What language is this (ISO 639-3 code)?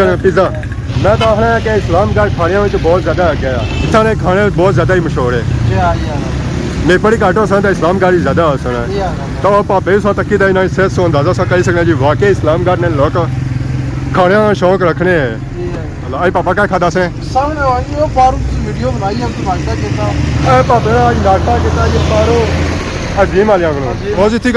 phr